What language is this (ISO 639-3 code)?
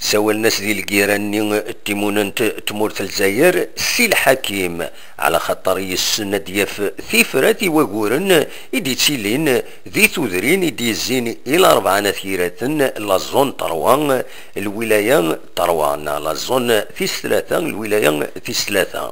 kab